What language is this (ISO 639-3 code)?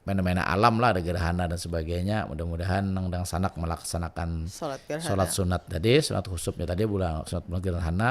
bjn